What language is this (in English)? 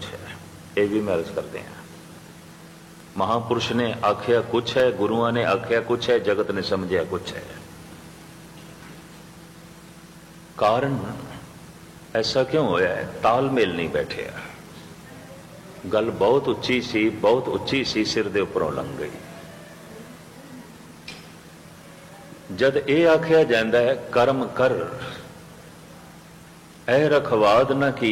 Punjabi